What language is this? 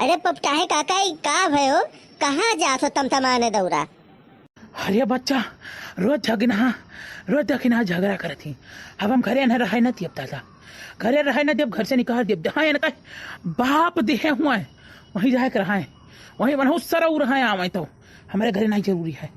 Awadhi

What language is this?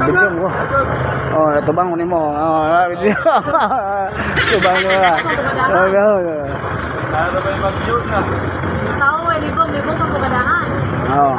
Cebuano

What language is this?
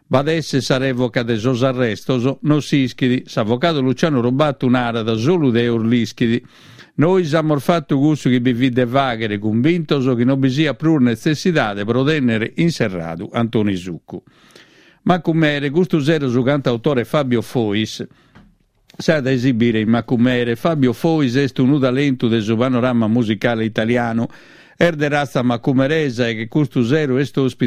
Sardinian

